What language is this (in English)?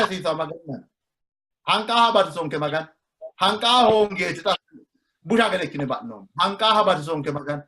Sidamo